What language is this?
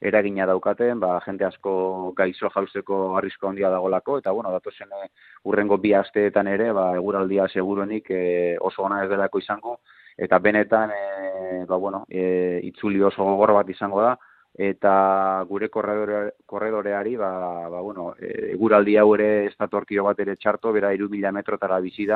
Basque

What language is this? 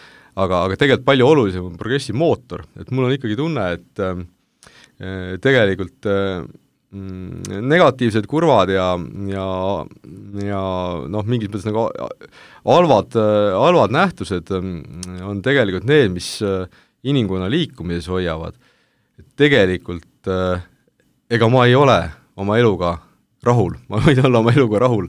Estonian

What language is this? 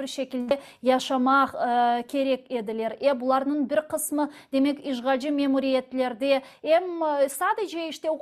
Crimean Tatar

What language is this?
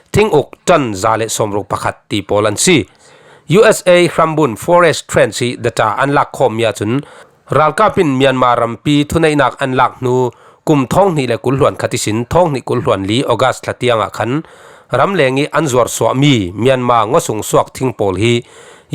Falam Chin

